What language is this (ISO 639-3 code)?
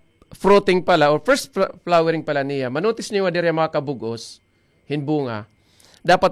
war